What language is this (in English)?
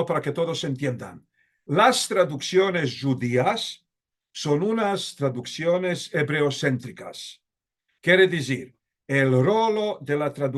Ladino